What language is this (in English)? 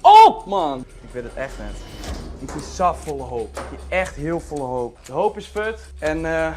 Western Frisian